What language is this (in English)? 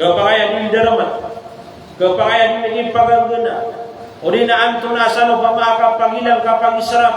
Maranao